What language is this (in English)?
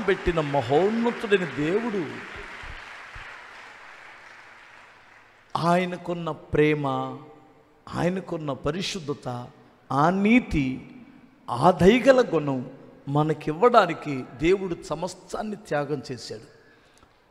Telugu